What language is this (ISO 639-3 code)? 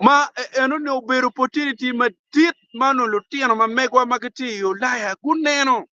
ach